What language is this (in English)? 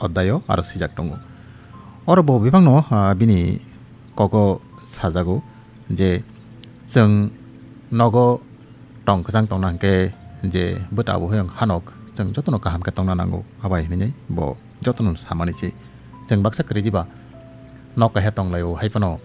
Kok Borok